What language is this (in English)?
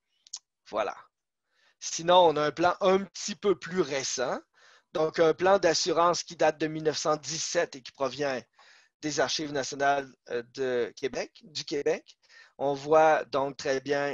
French